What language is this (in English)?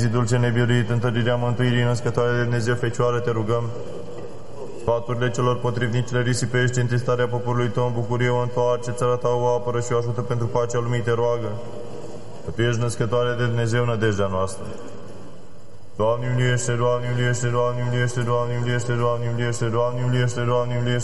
Romanian